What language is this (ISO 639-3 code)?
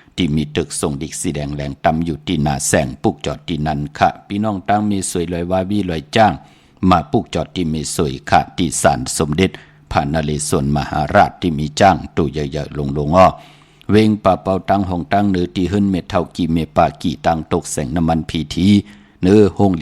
shn